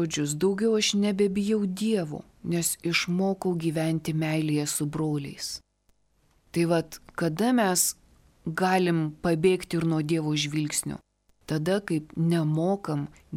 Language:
Lithuanian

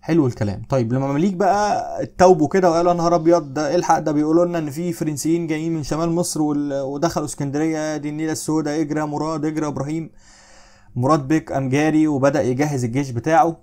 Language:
Egyptian Arabic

